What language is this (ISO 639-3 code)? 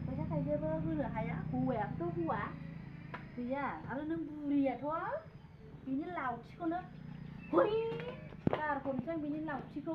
brx